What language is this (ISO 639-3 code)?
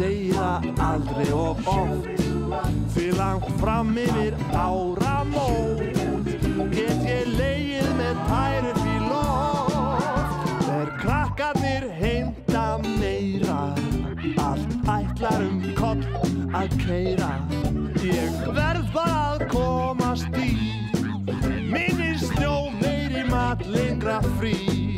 isl